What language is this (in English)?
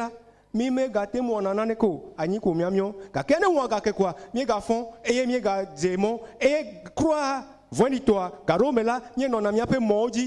Ewe